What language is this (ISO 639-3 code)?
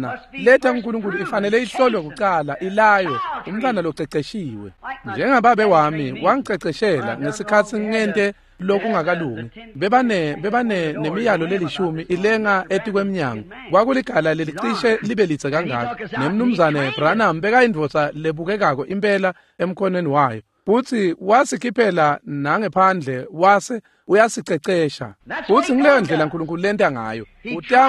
ssw